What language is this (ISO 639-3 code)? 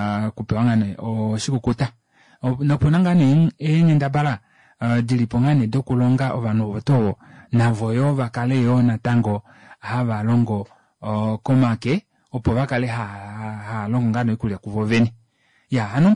kua